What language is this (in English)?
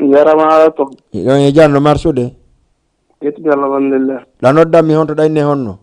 Fula